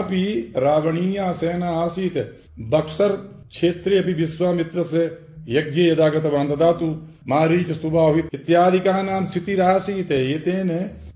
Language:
Sanskrit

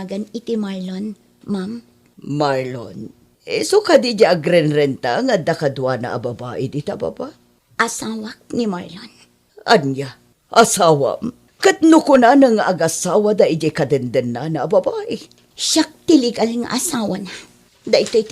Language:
Iloko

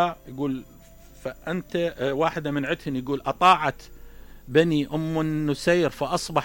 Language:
Mesopotamian Arabic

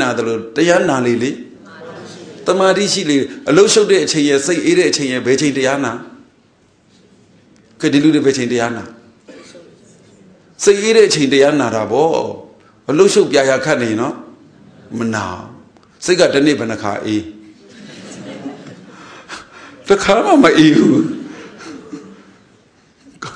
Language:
Burmese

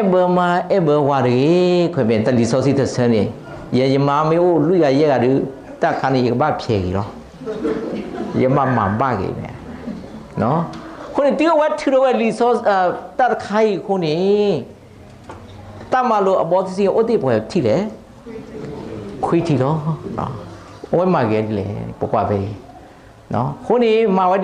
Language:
S'gaw Karen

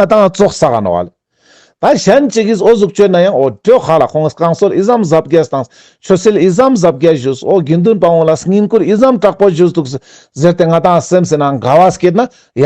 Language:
Ladakhi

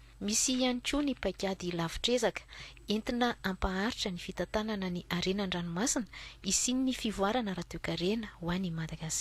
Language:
Malagasy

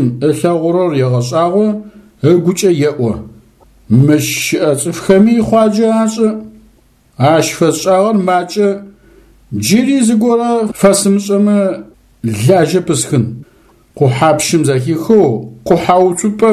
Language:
Adyghe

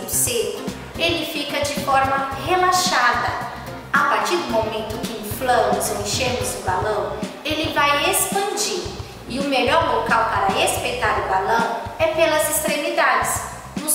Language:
Portuguese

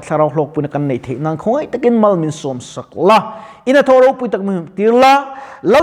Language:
Mizo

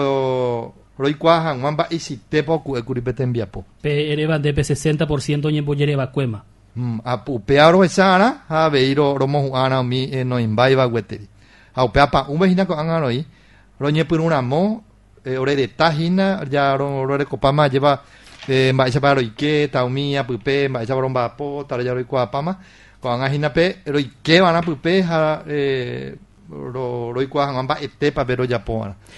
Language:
Guarani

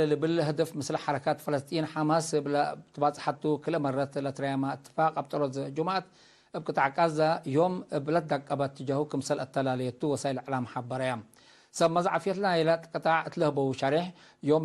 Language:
Tigre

